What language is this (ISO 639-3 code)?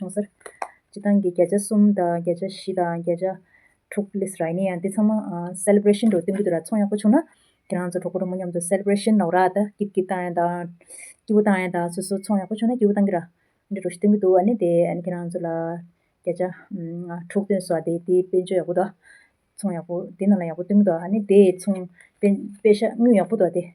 bod